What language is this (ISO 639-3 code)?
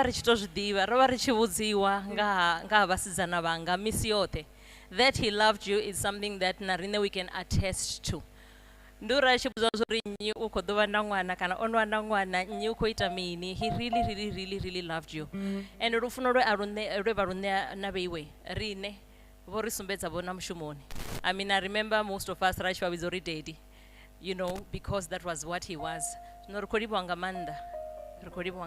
ven